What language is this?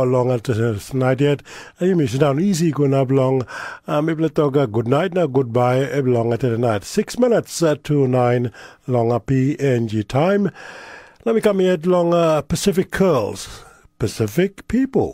Tok Pisin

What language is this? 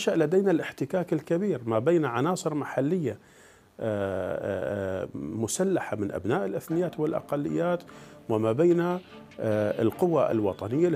Arabic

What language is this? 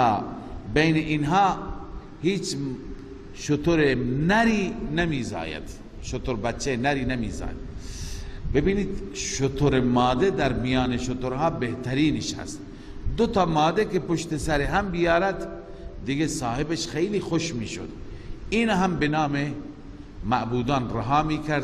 Persian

